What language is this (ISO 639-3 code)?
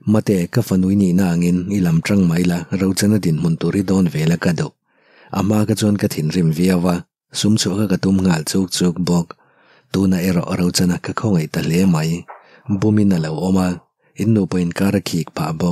lus